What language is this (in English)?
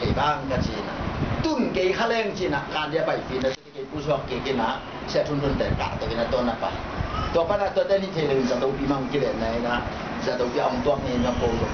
Tedim Chin